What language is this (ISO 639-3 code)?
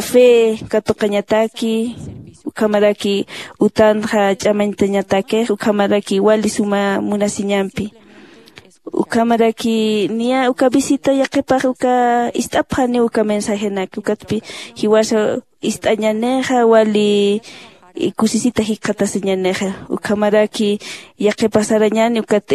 aym